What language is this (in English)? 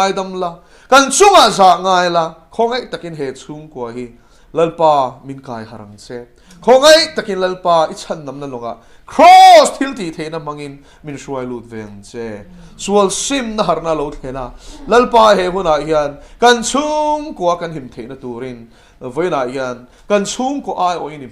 Mizo